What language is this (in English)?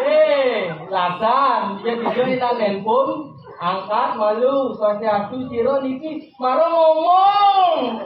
Balinese